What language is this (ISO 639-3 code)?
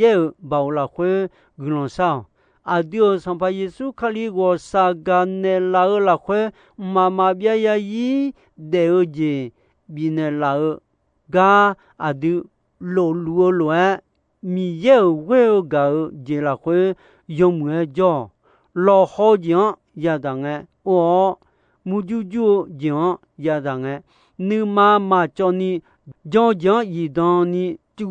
ahk